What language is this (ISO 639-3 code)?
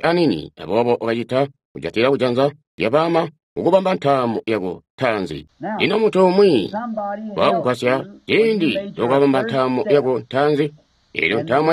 toi